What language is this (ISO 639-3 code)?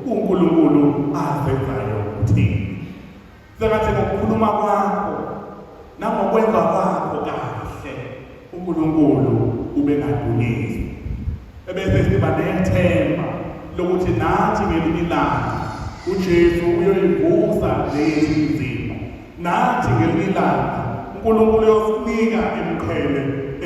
zul